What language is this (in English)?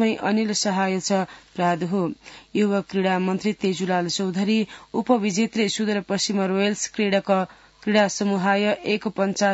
Sanskrit